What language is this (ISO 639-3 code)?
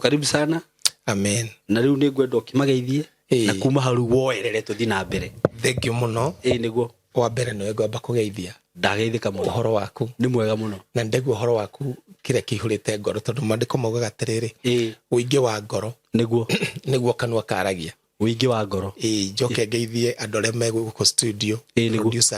kik